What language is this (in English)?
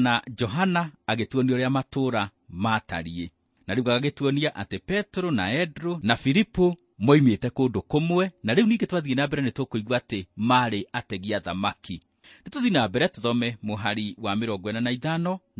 Kikuyu